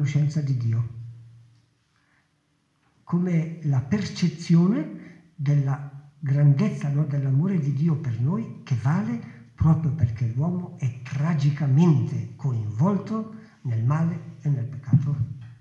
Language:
Italian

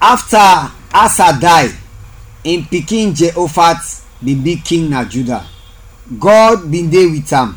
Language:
Krio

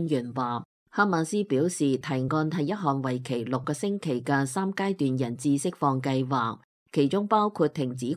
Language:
Cantonese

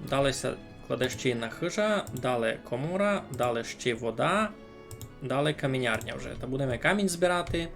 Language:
Rusyn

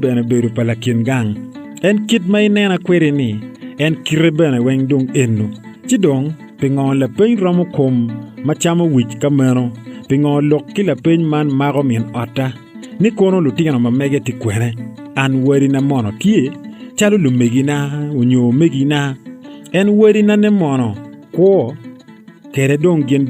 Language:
Acoli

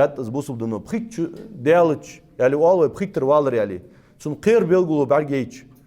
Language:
Ingush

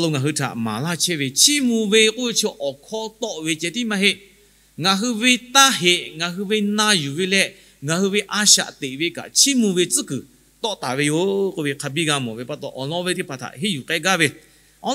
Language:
Lahu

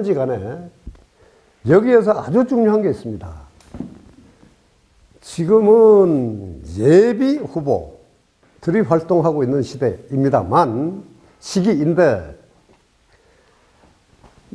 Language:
Korean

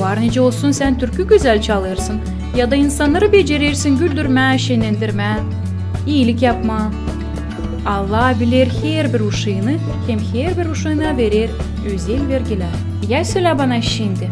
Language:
Gagauz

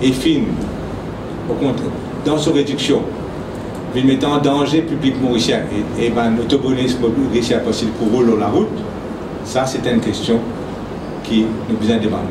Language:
Morisyen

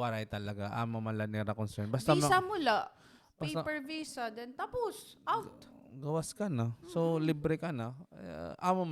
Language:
Waray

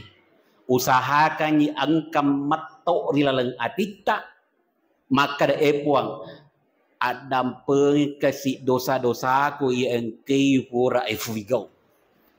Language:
Buginese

